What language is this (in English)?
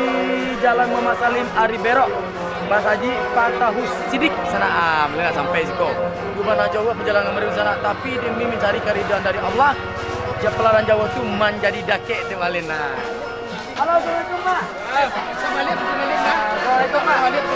Minangkabau